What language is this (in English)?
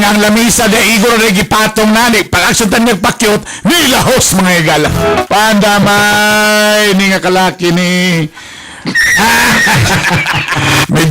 Cebuano